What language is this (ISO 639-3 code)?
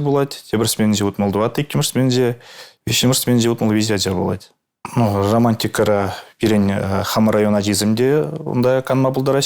chv